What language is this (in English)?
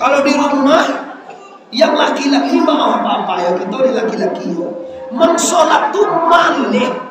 Minangkabau